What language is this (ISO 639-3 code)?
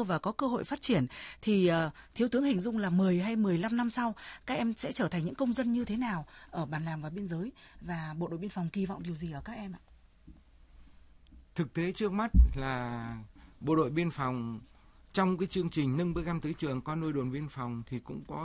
vie